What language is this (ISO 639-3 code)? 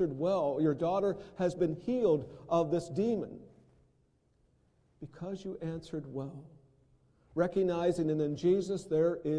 eng